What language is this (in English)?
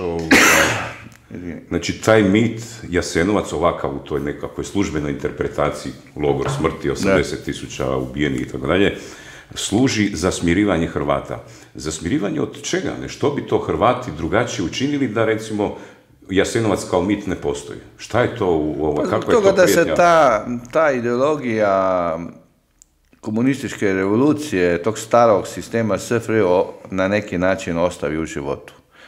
Croatian